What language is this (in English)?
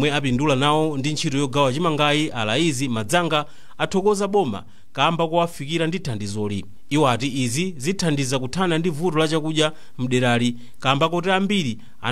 Nyanja